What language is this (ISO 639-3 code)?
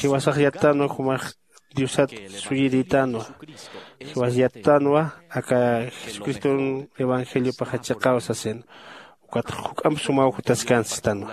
aym